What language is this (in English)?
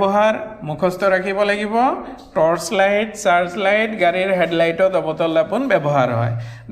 Assamese